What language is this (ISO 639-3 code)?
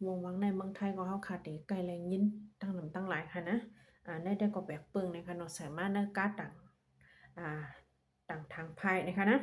shn